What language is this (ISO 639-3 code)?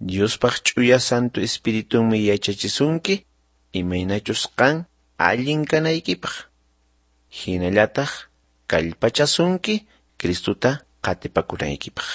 quh